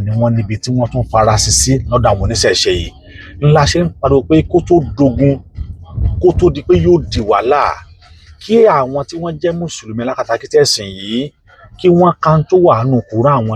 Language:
Yoruba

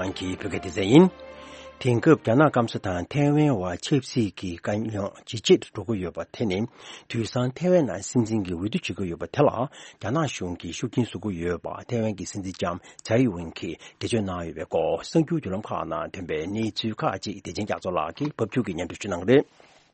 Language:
Tibetan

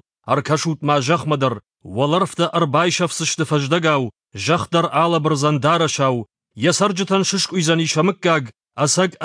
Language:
Ossetic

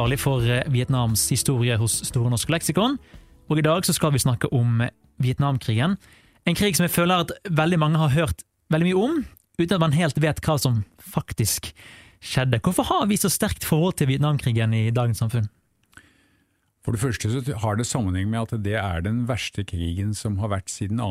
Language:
Norwegian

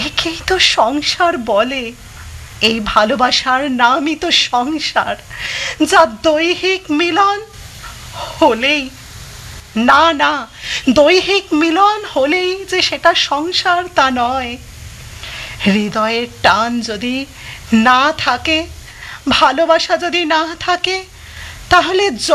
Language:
Bangla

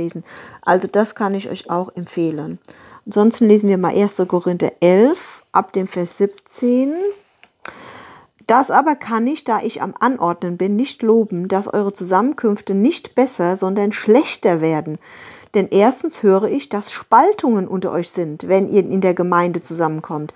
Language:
German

